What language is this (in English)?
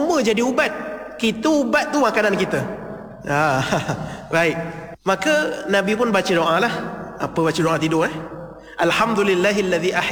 Malay